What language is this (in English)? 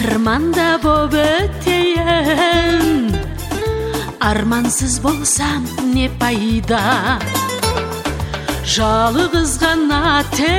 Kazakh